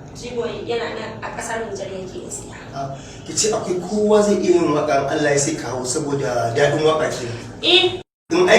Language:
Hausa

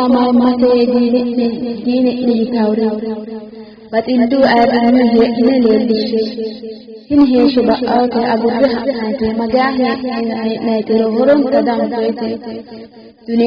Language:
Sidamo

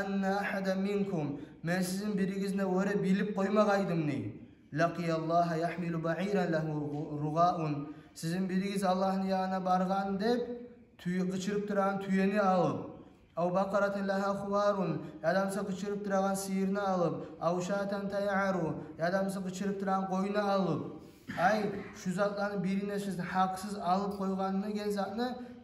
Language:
Kumyk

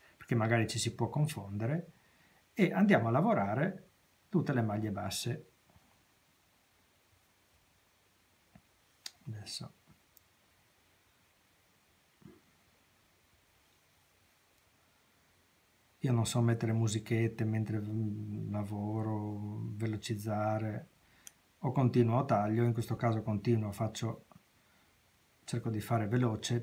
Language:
Italian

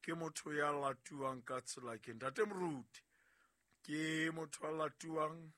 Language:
Southern Sotho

